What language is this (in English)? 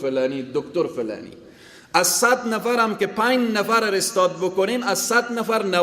Persian